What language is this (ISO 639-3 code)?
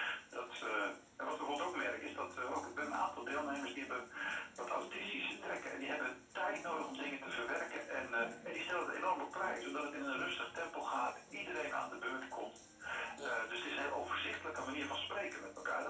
nld